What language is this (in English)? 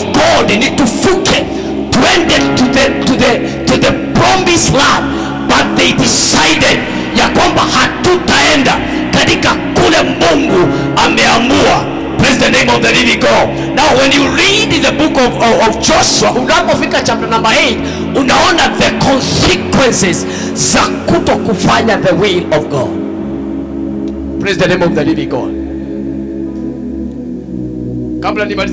Swahili